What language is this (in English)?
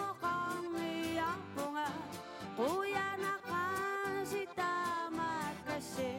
Kalaallisut